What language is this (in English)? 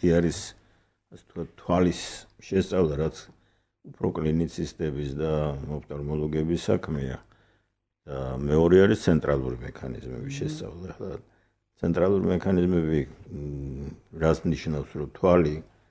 Georgian